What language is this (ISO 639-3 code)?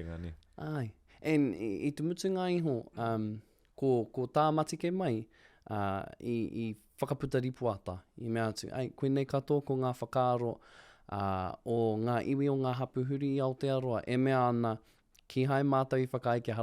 mri